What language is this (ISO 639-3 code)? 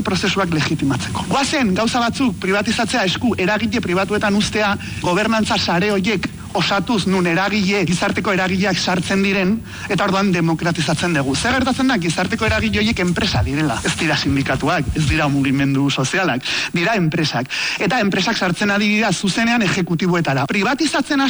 eus